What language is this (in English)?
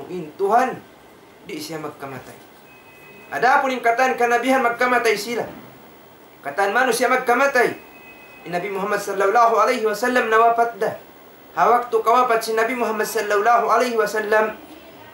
Tausug